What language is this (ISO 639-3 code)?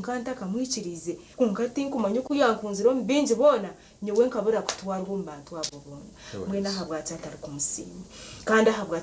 nyn